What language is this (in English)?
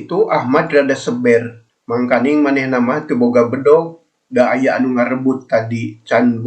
Sundanese